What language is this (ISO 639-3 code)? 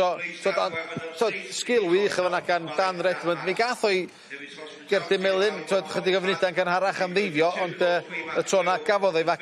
cym